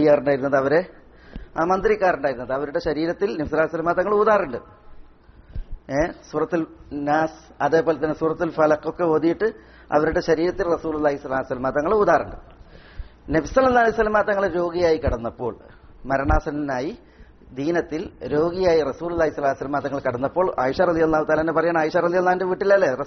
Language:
Malayalam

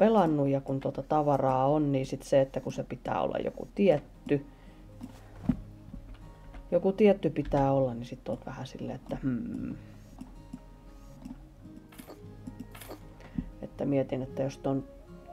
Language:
Finnish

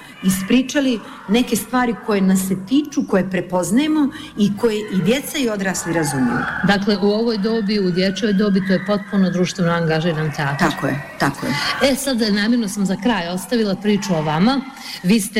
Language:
Bosnian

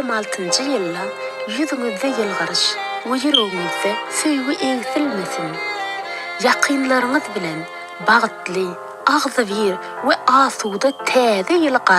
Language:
Turkmen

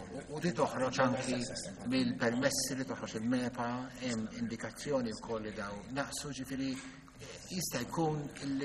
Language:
Maltese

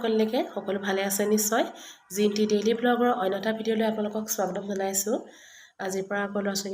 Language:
Assamese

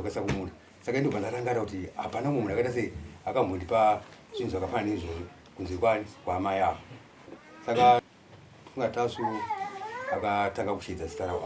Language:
Shona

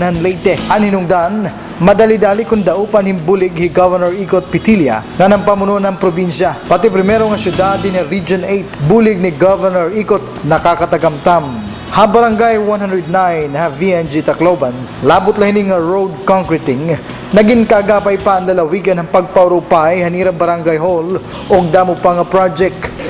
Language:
Waray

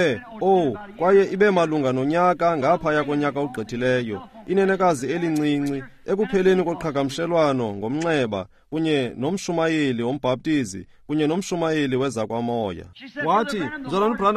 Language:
Xhosa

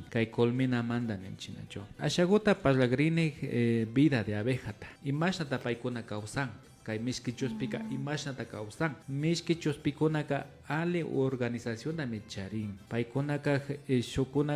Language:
Imbabura Highland Quichua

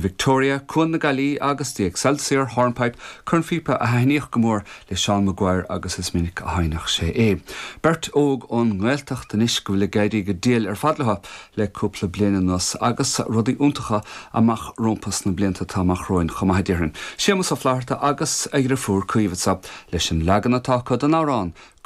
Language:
Irish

